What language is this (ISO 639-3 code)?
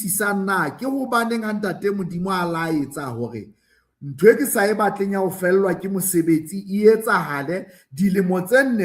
sot